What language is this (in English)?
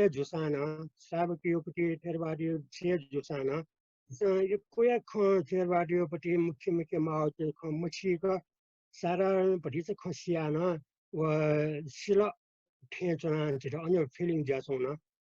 Newari